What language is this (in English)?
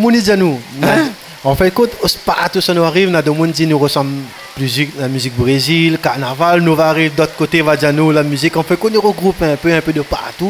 Réunion Creole French